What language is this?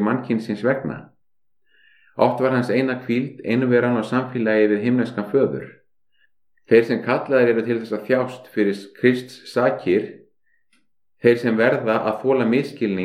Icelandic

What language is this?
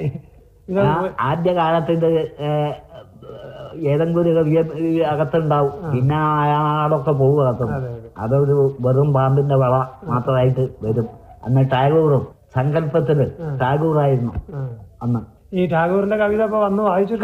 Malayalam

